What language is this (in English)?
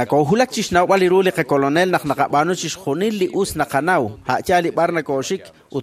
Kekchí